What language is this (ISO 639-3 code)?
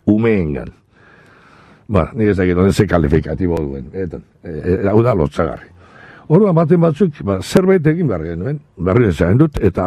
eus